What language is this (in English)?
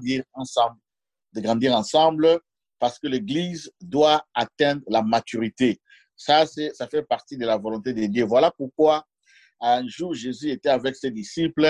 French